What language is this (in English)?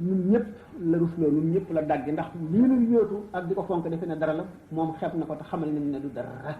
Wolof